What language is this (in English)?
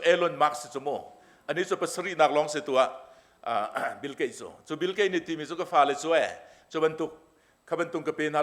Hakha Chin